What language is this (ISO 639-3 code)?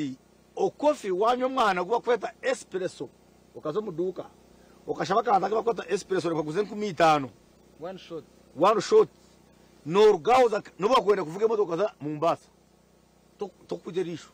nyn